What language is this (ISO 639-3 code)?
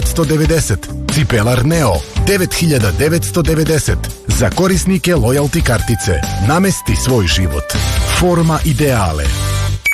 srp